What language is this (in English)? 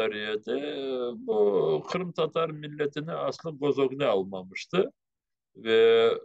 Crimean Tatar